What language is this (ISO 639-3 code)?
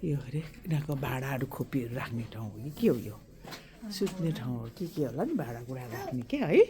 nep